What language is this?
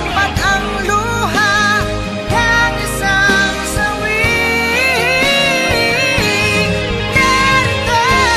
Filipino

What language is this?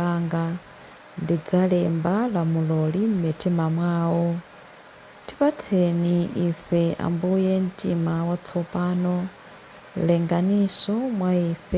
Nyanja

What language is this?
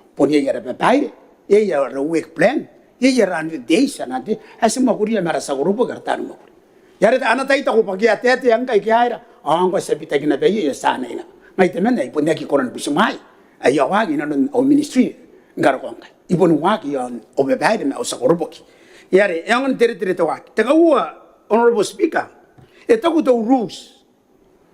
Gilbertese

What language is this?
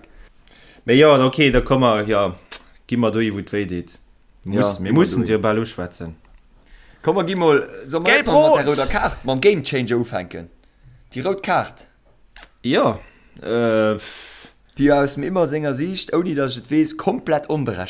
Luxembourgish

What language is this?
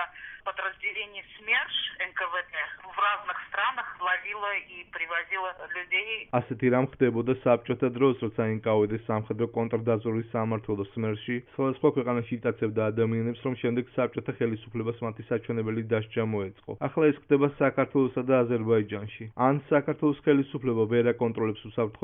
Georgian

